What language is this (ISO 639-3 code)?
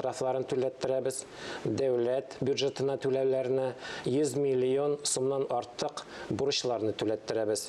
tat